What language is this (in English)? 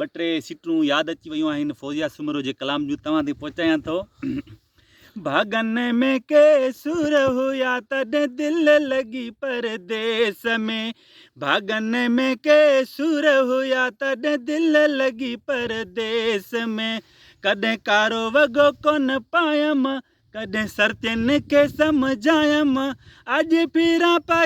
Sindhi